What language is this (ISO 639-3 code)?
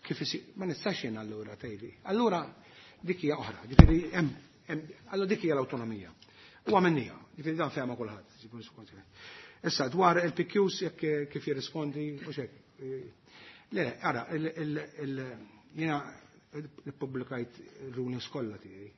mlt